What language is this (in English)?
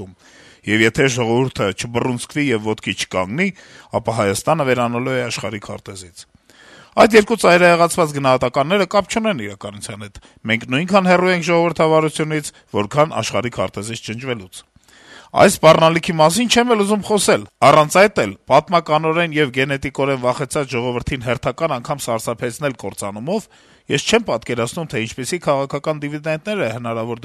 Armenian